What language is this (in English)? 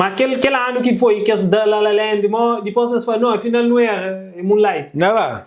Kabuverdianu